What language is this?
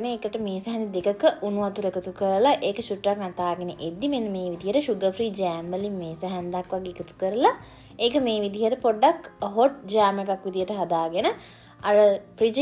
Sinhala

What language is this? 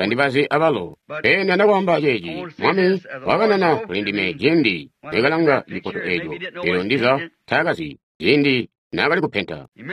Tonga (Zambia)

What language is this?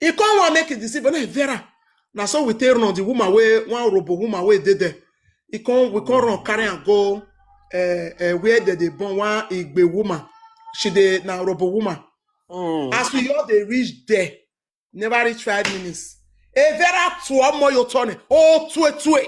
Nigerian Pidgin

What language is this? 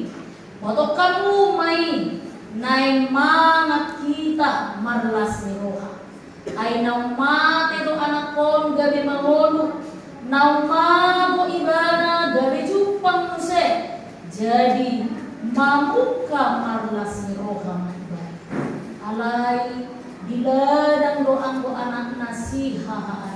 Batak Toba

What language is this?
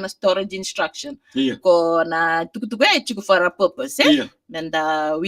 Fijian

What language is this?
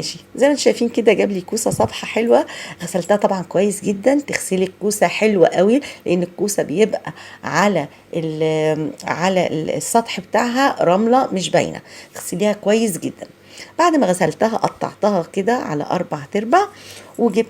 Egyptian Arabic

